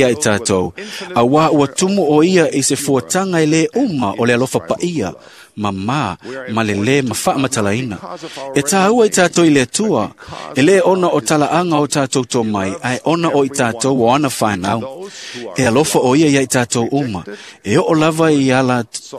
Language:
Samoan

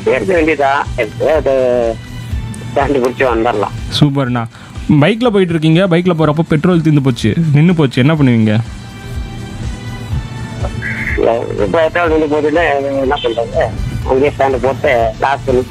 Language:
Tamil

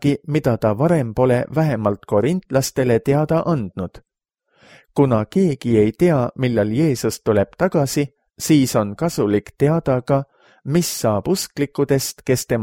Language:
Estonian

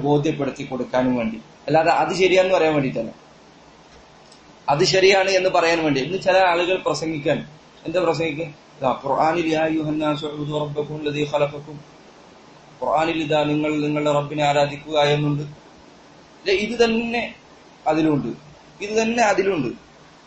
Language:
Malayalam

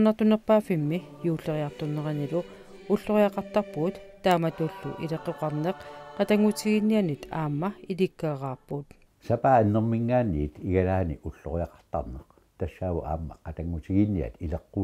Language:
Kalaallisut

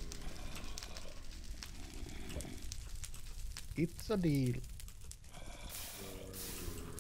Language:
Norwegian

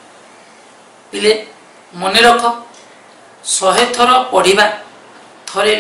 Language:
Odia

